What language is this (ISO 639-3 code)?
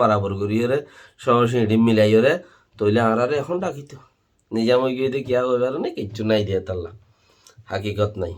rhg